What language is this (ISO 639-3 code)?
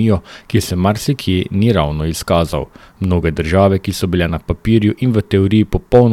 slv